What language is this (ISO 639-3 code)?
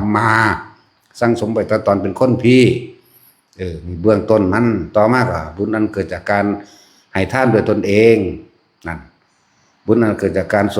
lao